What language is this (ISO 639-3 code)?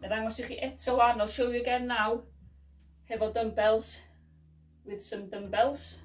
cym